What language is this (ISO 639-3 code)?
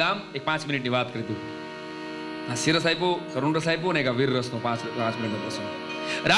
guj